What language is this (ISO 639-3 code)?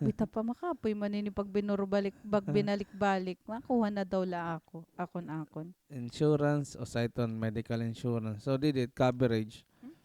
war